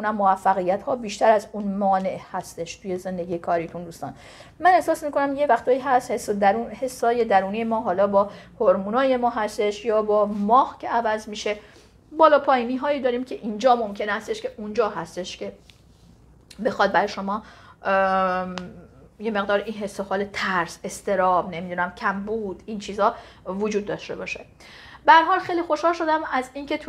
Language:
Persian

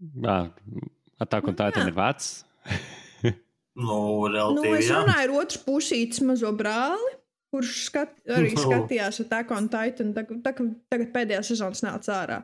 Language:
Latvian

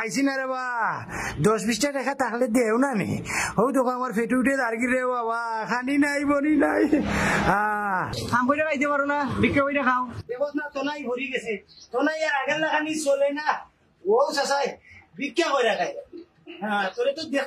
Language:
Sylheti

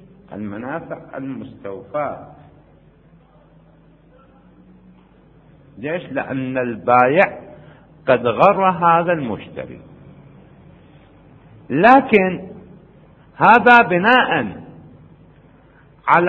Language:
Arabic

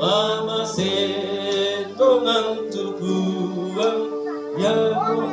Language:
Toraja-Sa'dan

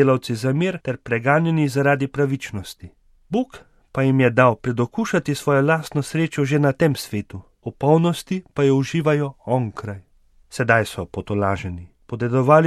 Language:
Slovenian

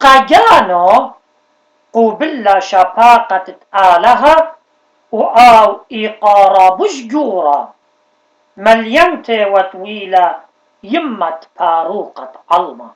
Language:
Assyrian Neo-Aramaic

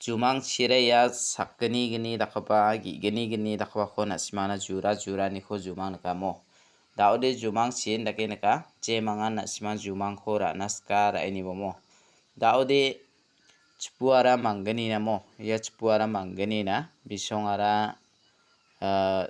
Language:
Garo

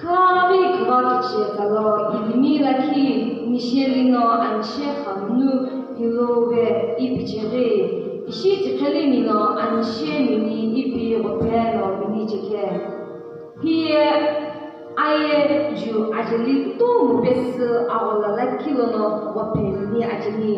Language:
Sumi Naga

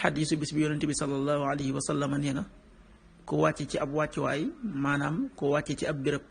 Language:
Wolof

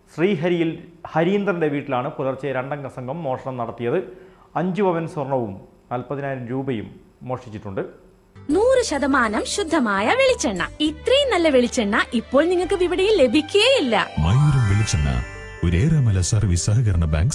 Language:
Malayalam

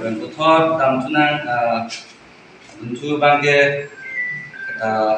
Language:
Karbi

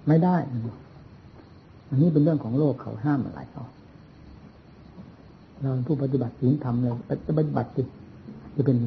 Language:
Thai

